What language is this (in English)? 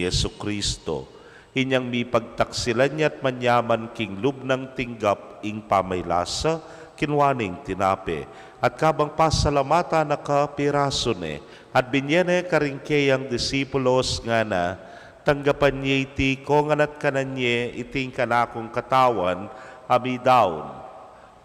Pampanga